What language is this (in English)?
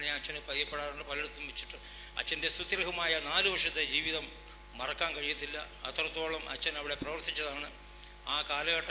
Malayalam